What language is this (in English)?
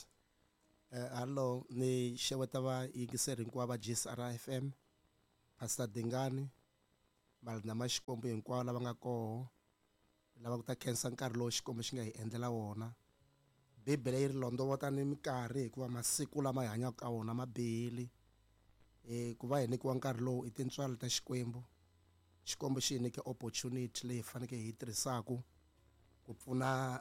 Tsonga